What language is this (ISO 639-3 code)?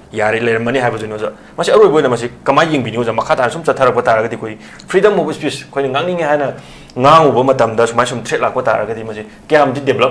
mni